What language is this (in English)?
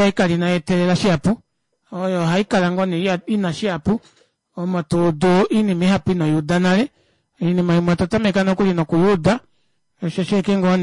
Kuanyama